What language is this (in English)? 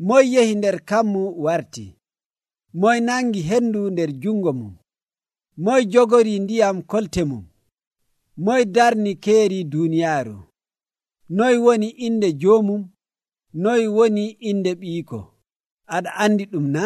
Nigerian Fulfulde